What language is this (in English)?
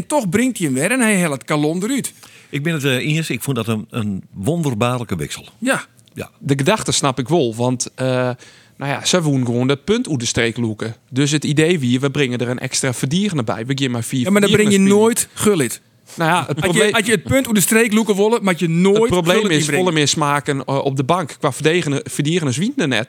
Western Frisian